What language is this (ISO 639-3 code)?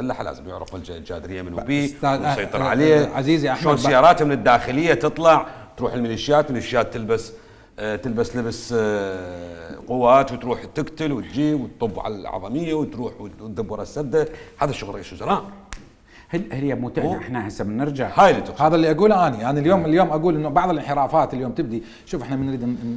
acm